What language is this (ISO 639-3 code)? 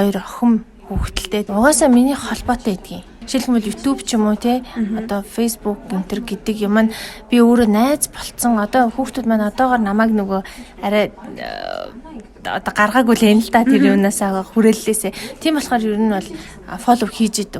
mon